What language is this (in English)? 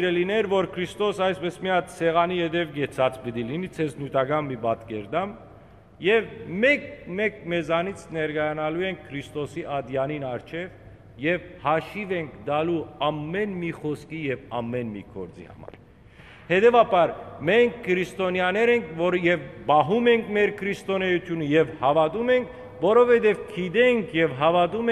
Western Armenian